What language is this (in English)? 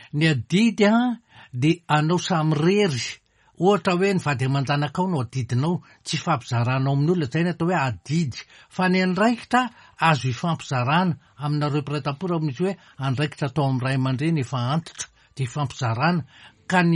Malagasy